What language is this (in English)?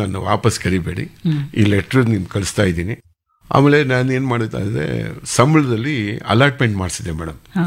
Kannada